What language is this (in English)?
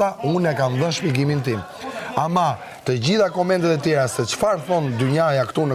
Albanian